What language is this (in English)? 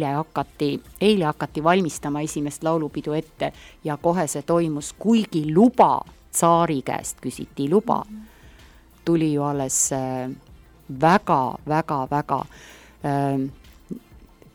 Estonian